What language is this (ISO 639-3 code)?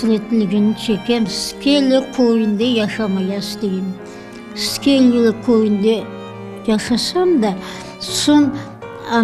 crh